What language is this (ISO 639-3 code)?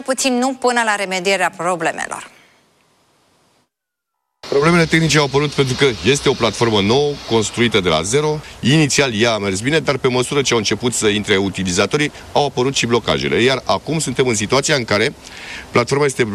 ron